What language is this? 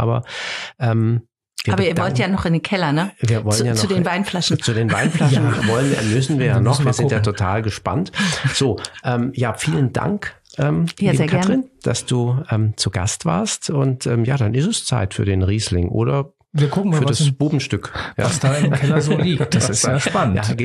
German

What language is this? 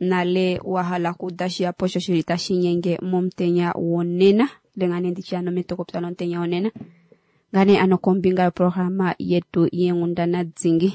Kuanyama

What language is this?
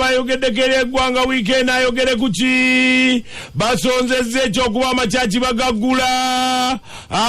Ganda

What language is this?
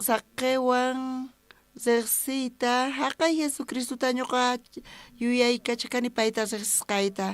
South Bolivian Quechua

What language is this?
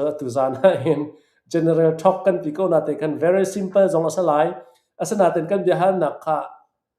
Hakha Chin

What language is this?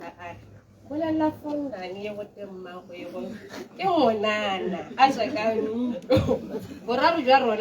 Tswana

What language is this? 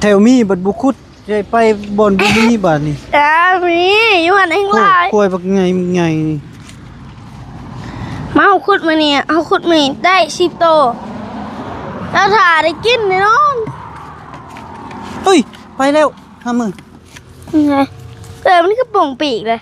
Lao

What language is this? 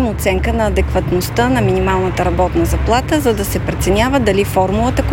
Bulgarian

